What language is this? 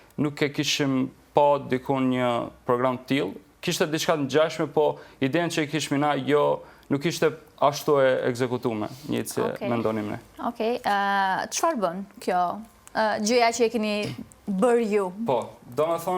Albanian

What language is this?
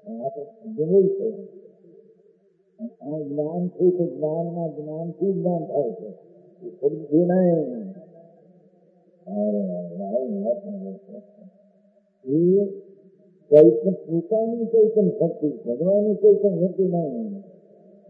Gujarati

